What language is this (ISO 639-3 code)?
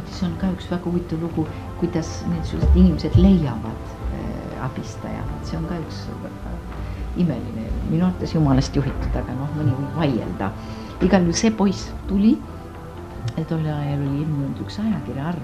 est